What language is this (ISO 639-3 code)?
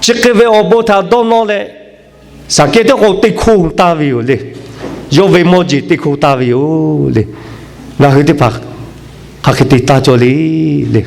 lhu